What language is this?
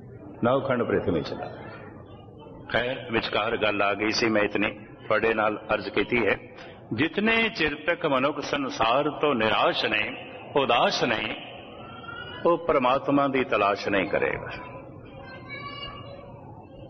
Punjabi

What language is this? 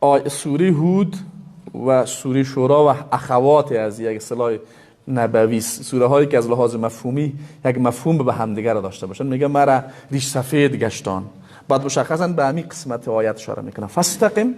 Persian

